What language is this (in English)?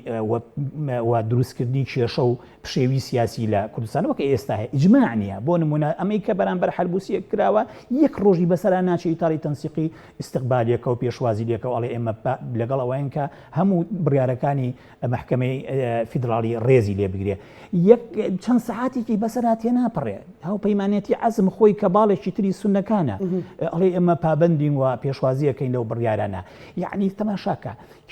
Central Kurdish